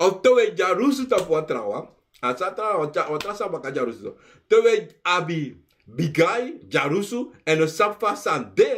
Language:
Sranan Tongo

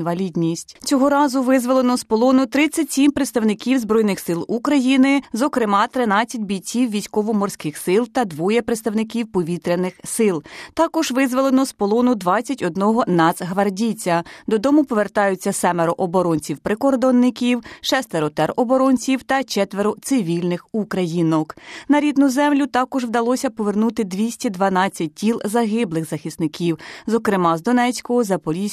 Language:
Ukrainian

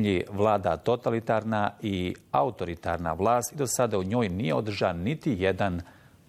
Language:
Bosnian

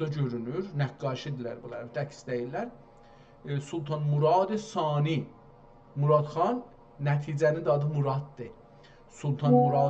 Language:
South Azerbaijani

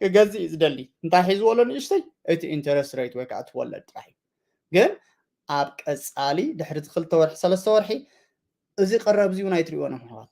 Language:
Tigrinya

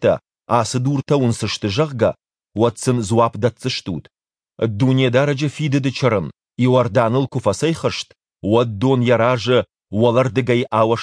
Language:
Ossetic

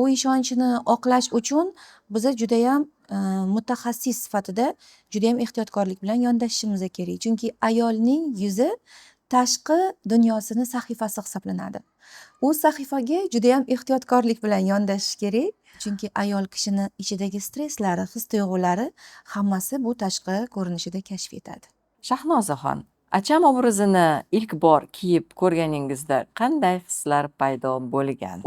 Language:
Uzbek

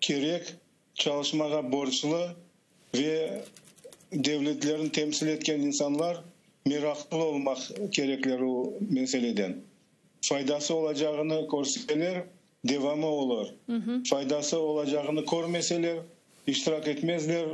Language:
Crimean Tatar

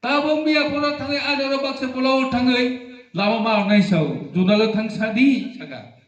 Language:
Riang (India)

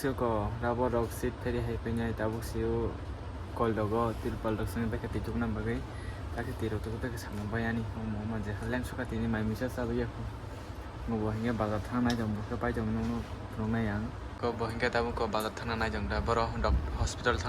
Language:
Kok Borok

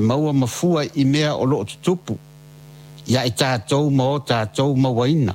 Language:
Samoan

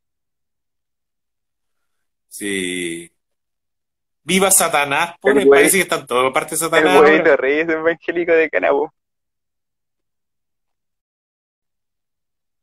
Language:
Spanish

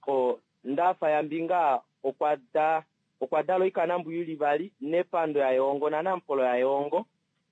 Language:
Kuanyama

